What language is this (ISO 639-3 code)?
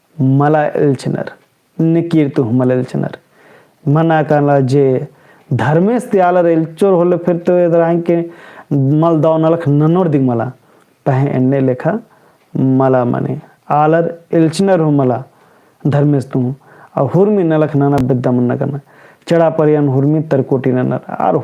kru